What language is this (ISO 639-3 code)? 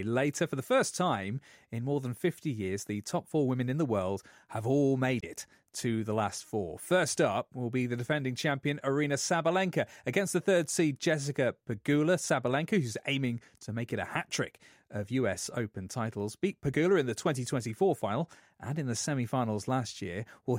eng